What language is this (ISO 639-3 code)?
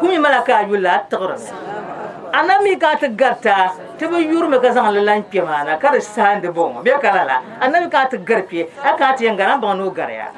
dag